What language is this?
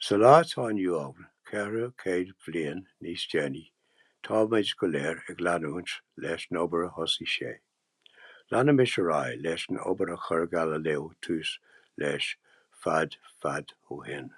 Irish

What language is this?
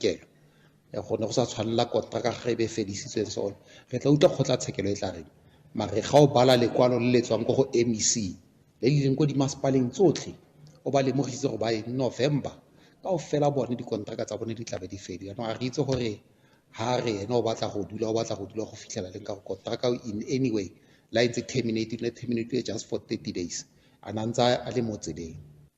Tswana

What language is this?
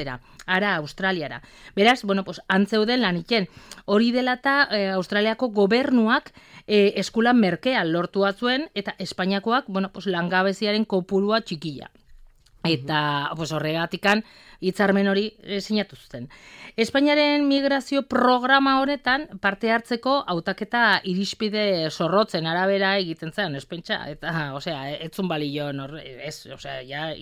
Basque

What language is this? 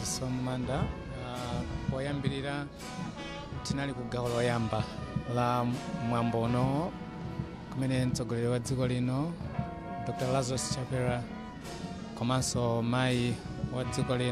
Nyanja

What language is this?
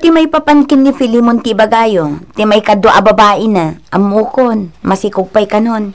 Iloko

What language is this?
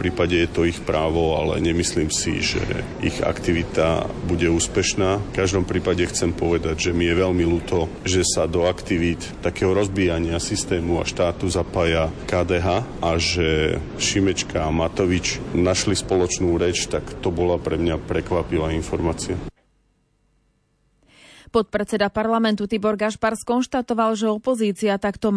Slovak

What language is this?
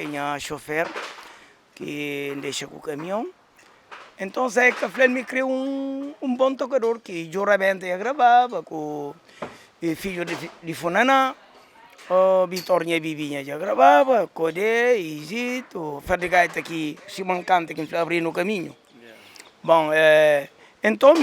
Kabuverdianu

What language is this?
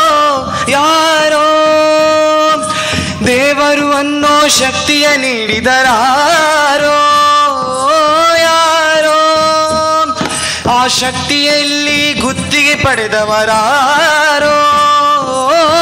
Kannada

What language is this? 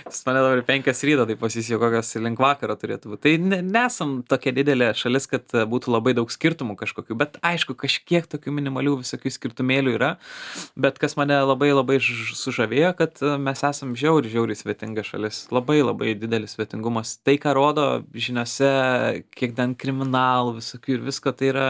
Lithuanian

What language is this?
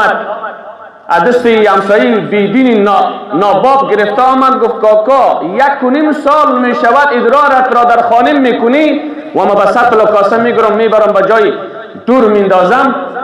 Persian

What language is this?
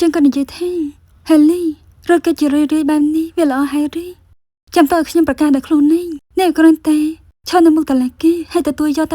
Khmer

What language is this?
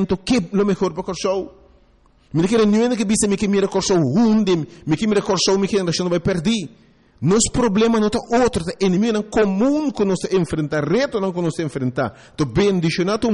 Papiamento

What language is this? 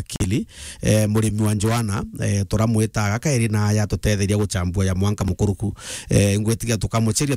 Meru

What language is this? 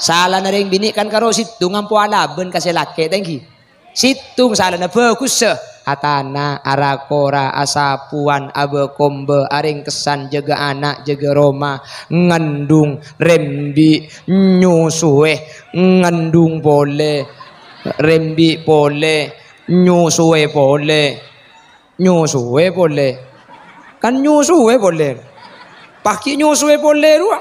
Madurese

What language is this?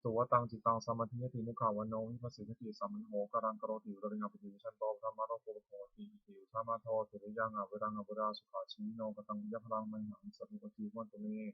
Pali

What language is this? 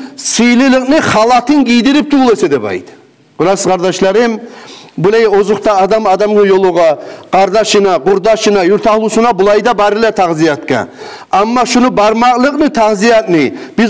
Kumyk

